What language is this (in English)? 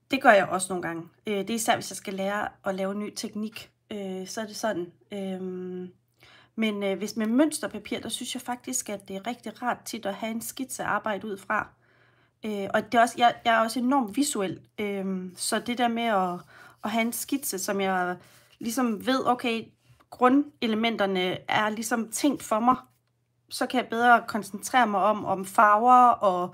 Danish